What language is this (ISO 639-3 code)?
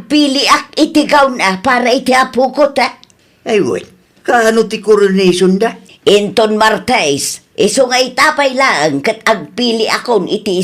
ilo